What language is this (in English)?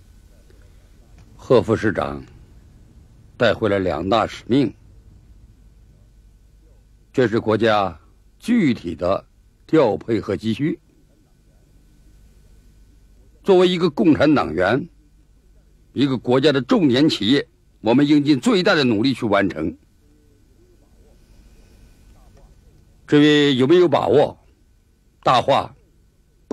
Chinese